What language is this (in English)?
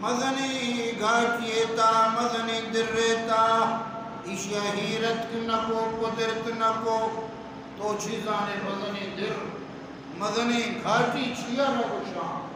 Baluchi